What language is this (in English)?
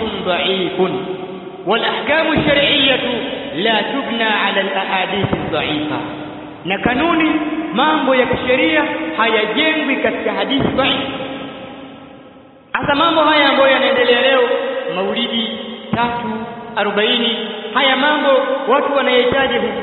Swahili